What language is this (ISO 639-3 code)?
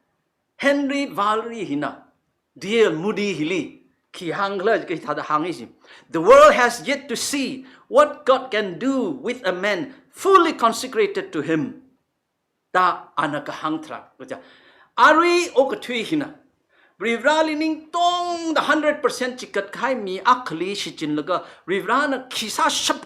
nmf